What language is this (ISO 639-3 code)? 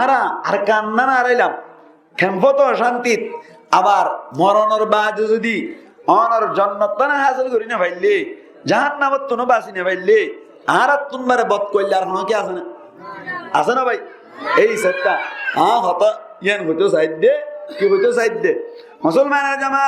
rhg